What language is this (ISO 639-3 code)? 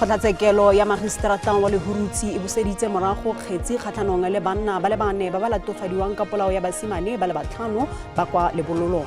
tsn